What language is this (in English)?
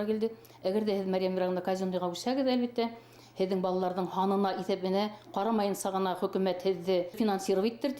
Bashkir